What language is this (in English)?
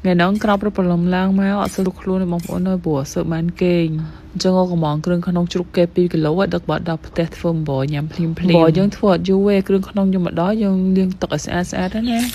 Khmer